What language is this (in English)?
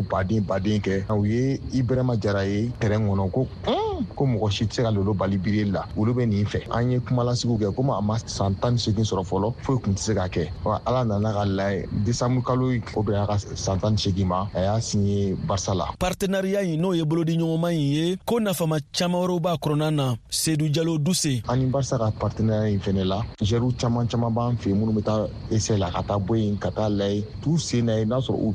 Bambara